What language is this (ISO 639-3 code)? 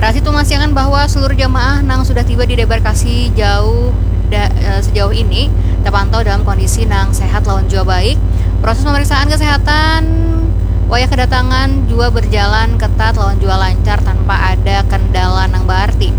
bjn